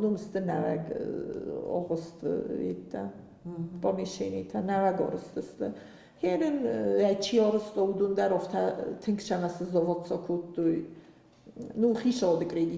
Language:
Ossetic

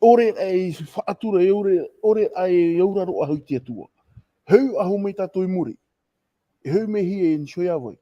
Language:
Tahitian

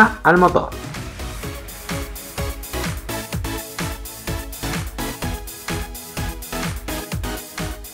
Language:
Spanish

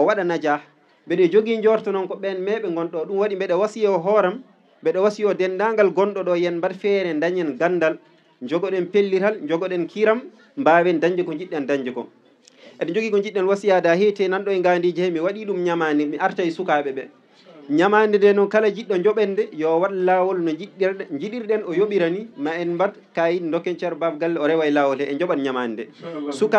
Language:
Fula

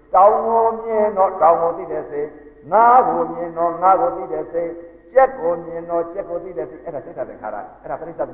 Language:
Burmese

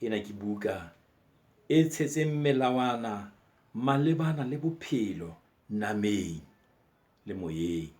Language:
Southern Sotho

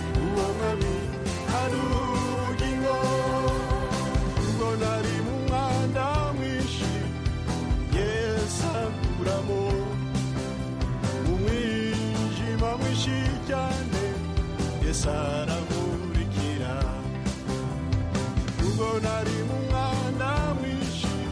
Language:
Kinyarwanda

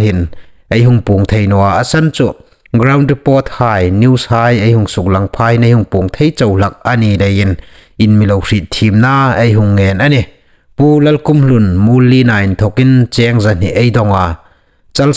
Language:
Hmar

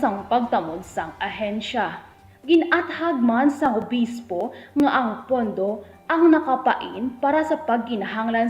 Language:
Hiligaynon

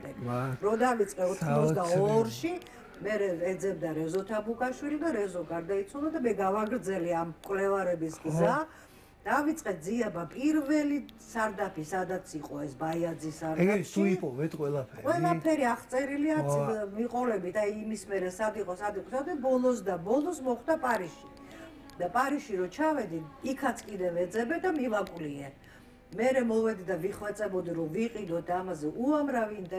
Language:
Georgian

